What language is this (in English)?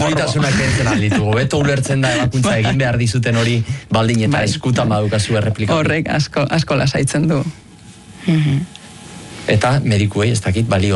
Basque